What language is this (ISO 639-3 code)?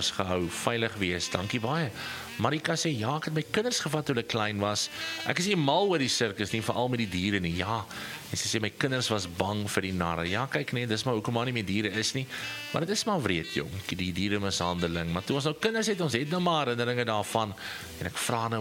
afr